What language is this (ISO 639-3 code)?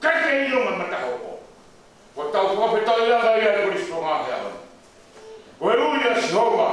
ton